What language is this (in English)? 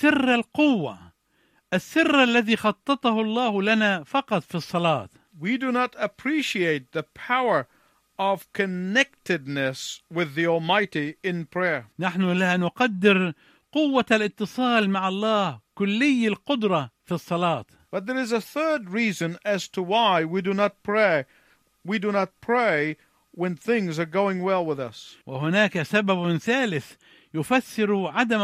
Arabic